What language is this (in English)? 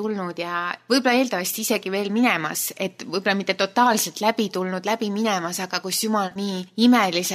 Estonian